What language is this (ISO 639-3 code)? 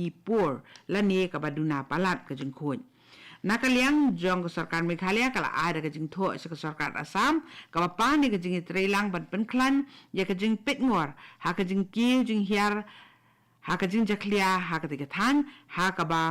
kha